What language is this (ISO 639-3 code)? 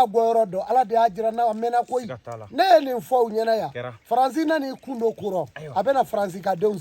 bam